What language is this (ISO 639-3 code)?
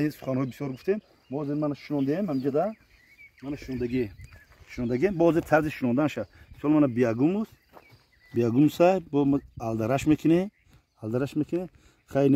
tgk